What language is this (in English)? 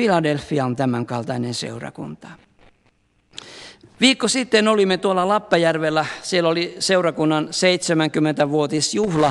Finnish